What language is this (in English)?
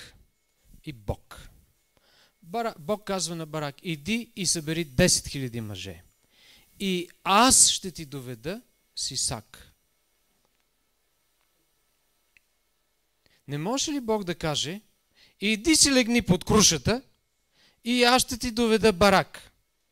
Bulgarian